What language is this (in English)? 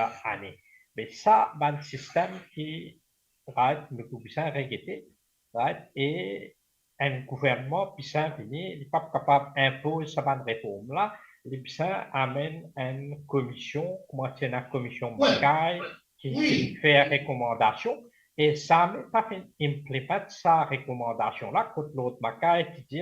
Morisyen